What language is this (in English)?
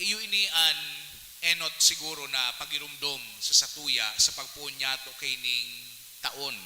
Bikol